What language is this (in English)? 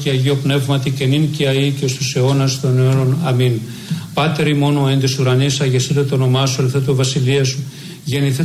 Greek